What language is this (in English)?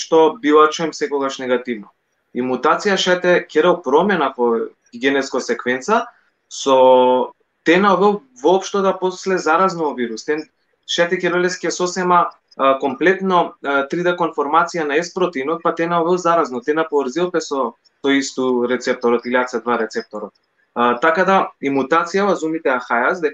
Balkan Romani